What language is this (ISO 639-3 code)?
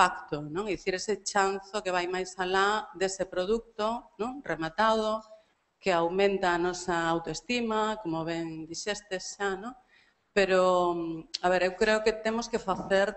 glg